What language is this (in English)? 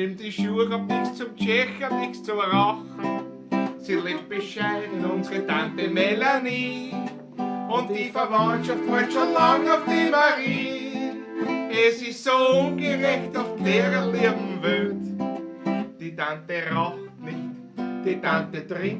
Bavarian